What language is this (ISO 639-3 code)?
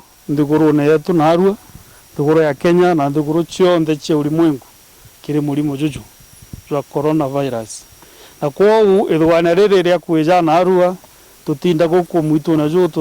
mer